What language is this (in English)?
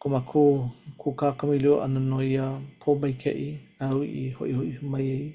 Hawaiian